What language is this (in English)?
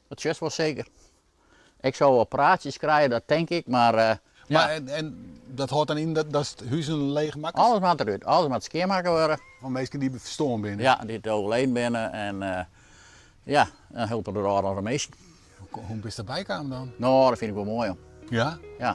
Western Frisian